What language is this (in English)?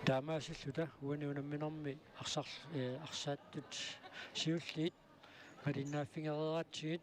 Kalaallisut